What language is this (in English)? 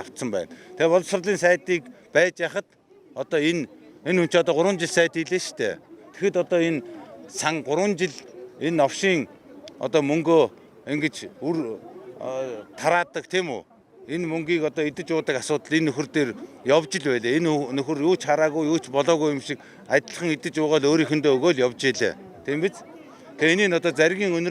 Mongolian